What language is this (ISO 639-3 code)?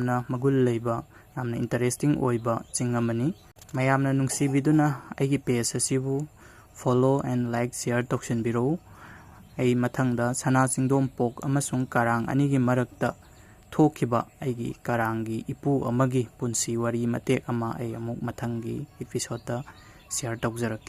mni